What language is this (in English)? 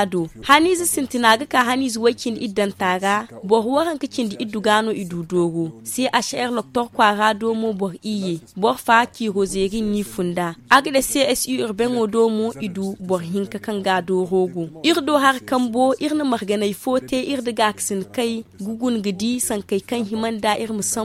Zarma